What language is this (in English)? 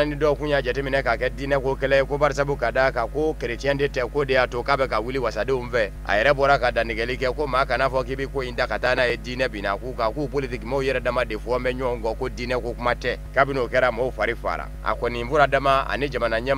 Bambara